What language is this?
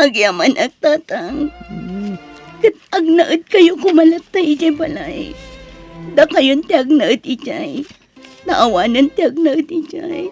Iloko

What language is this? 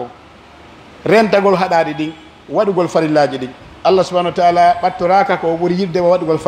Pular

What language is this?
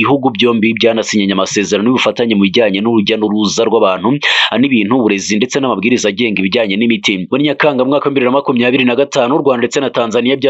Kinyarwanda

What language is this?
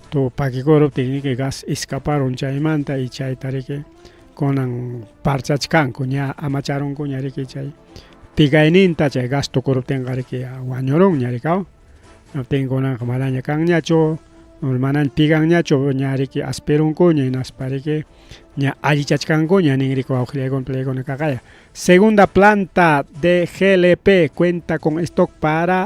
Ayacucho Quechua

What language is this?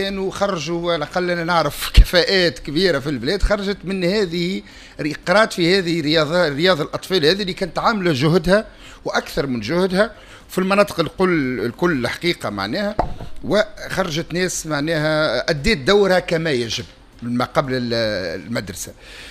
Tunisian Arabic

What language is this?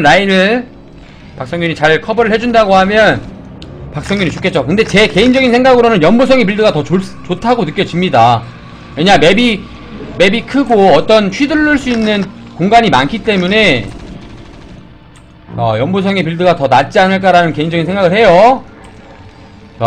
Korean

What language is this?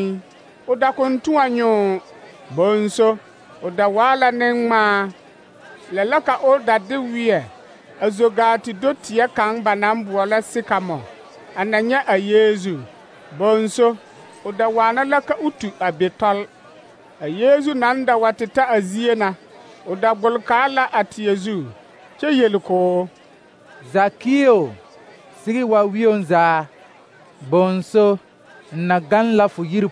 Southern Dagaare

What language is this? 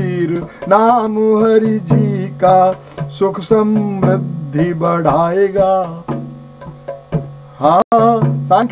Hindi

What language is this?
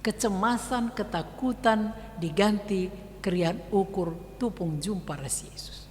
Batak Karo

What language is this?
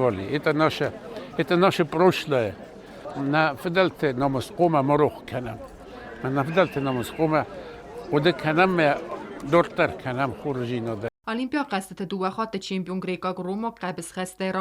Ossetic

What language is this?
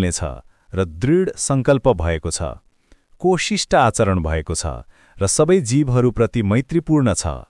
Nepali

